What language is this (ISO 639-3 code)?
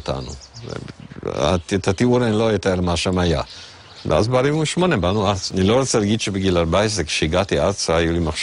heb